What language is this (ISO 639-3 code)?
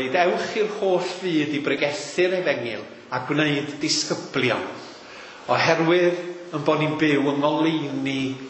cym